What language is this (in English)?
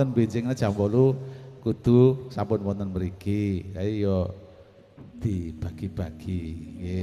Javanese